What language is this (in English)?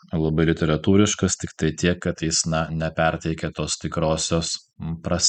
Lithuanian